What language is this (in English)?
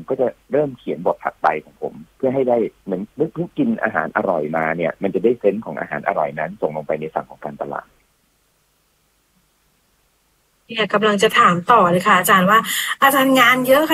Thai